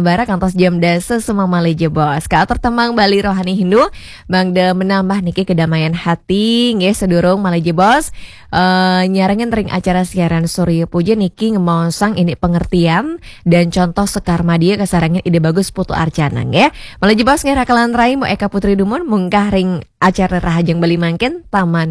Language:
Balinese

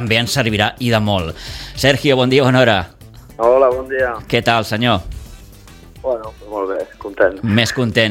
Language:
Catalan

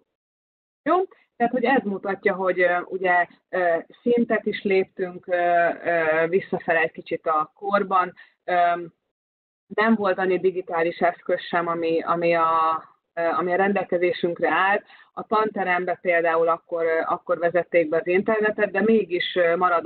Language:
Hungarian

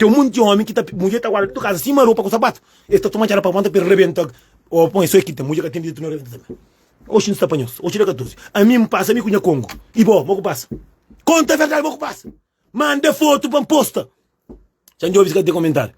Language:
Kabuverdianu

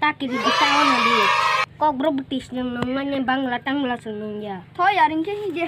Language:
Kok Borok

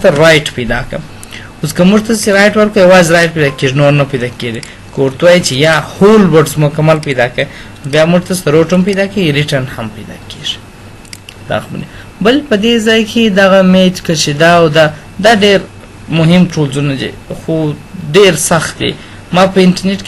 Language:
Pashto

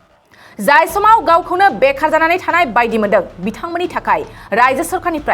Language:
Bodo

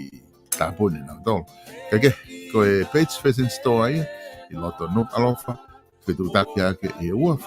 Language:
Tongan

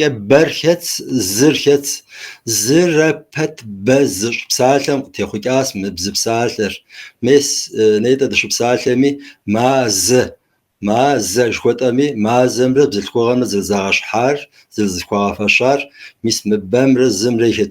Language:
Kabardian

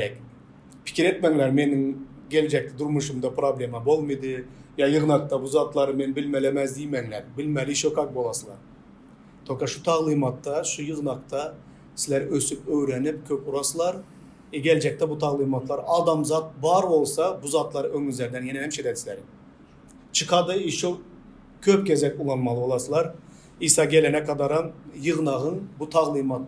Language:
Turkmen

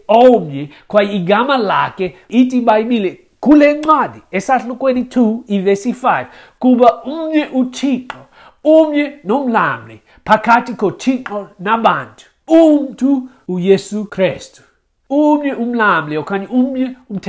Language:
Xhosa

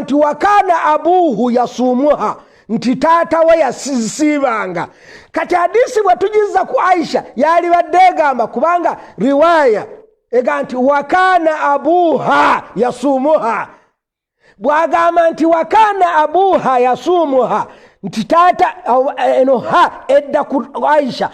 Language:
Ganda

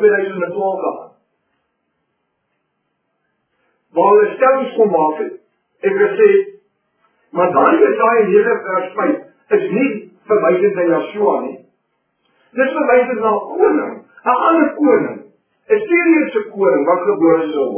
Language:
Afrikaans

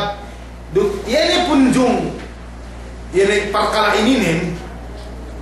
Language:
Yakan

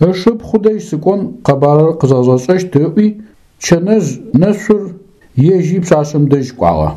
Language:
Adyghe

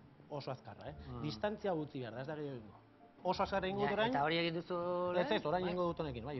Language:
Basque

